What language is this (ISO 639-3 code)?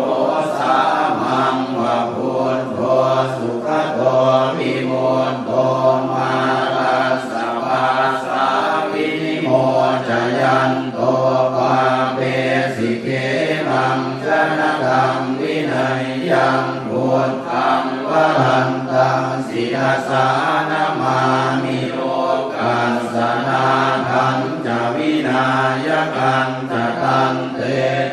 pli